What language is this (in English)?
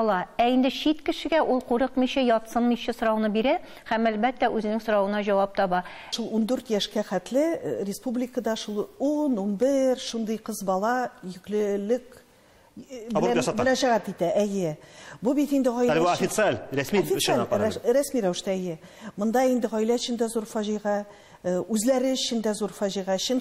Tatar